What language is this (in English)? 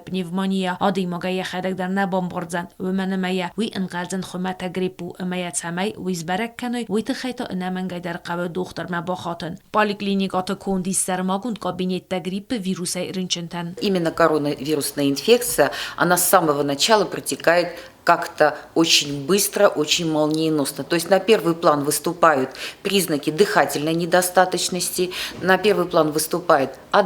Ossetic